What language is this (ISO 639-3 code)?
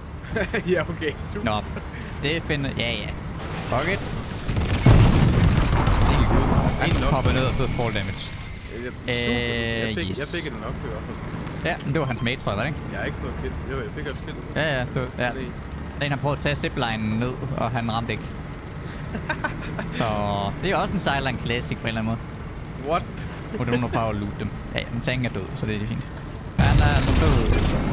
dan